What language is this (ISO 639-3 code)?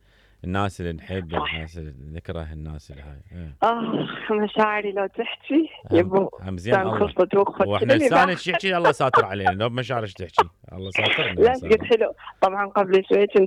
acm